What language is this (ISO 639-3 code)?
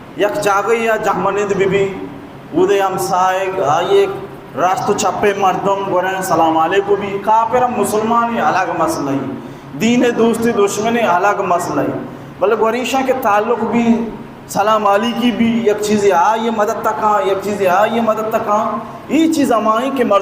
bal